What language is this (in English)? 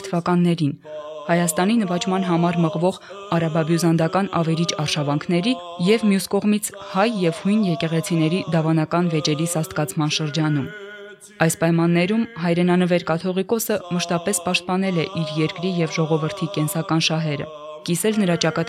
Armenian